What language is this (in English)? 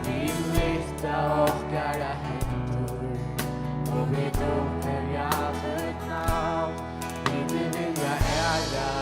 Faroese